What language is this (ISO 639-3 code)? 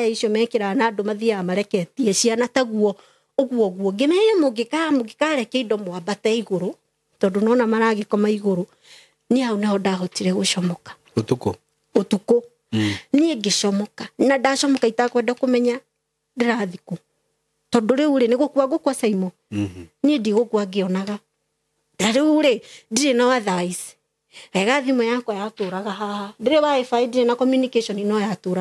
kik